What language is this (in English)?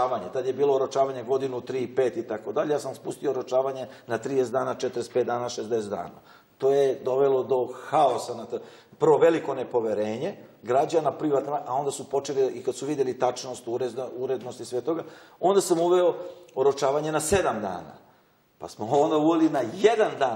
Serbian